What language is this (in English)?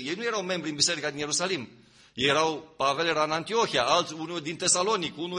Romanian